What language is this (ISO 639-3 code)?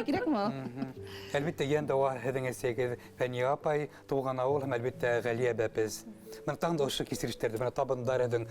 bak